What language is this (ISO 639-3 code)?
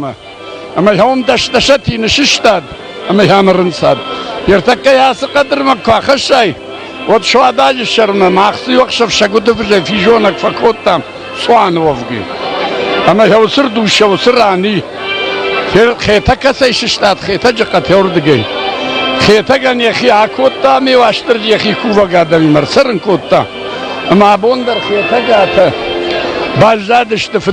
oss